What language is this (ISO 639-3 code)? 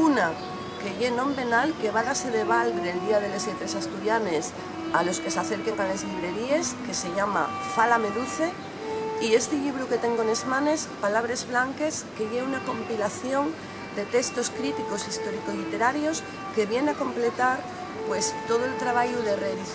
ast